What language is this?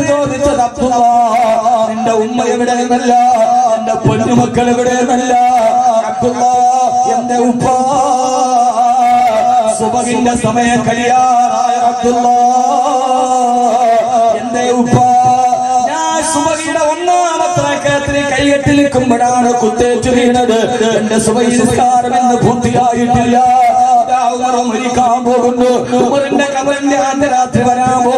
Malayalam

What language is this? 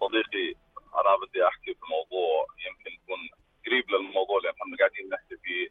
North Levantine Arabic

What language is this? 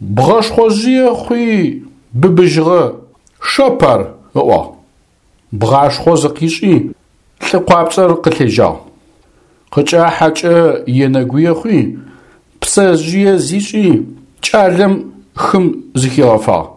Adyghe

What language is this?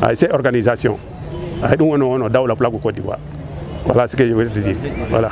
Fula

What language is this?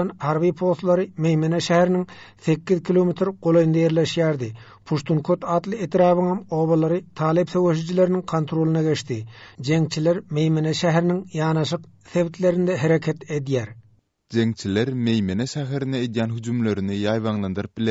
Turkmen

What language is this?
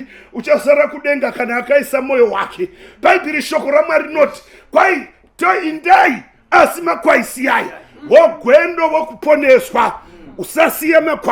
Shona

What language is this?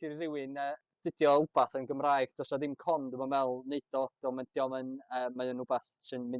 Welsh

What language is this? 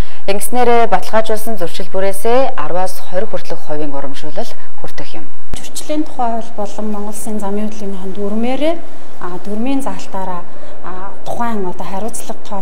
Mongolian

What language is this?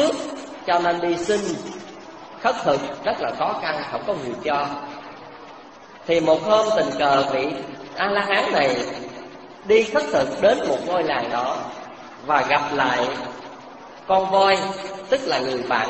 Vietnamese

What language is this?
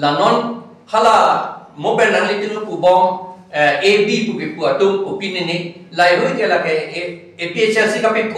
Karbi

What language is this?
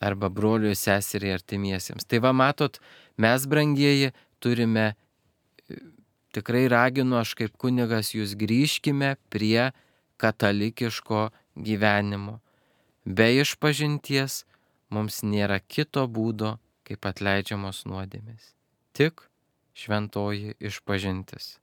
Lithuanian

